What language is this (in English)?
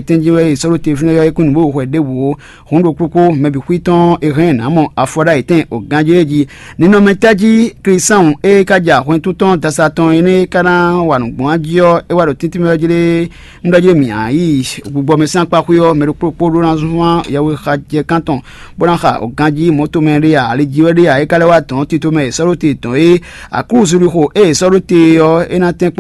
Fon